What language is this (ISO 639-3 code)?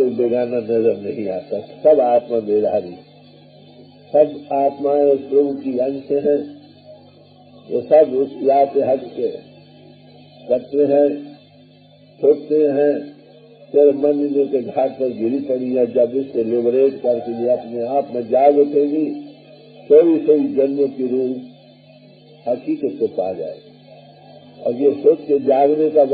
hin